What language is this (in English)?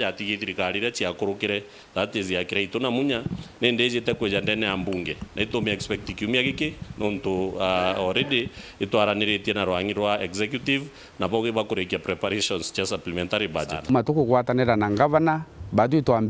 Meru